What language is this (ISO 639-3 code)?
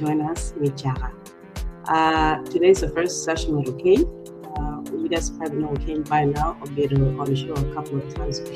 ach